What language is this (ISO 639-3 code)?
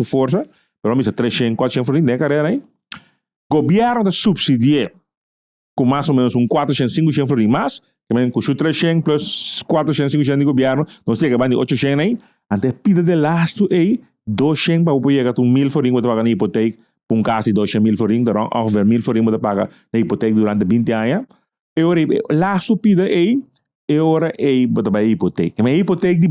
pap